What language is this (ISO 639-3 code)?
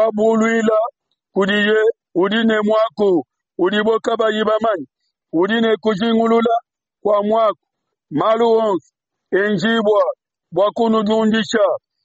lua